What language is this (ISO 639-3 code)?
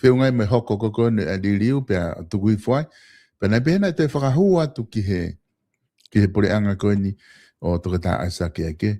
ton